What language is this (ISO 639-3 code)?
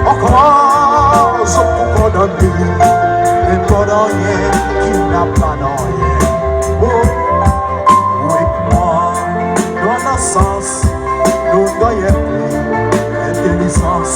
crs